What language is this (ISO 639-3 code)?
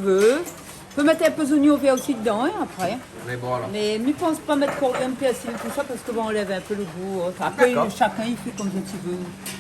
rcf